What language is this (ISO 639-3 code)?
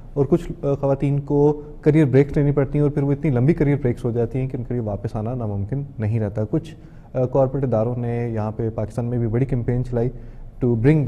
urd